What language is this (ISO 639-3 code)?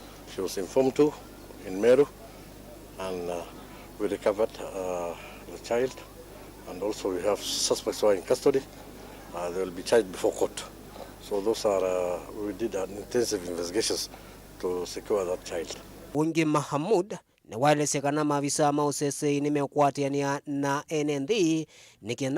kam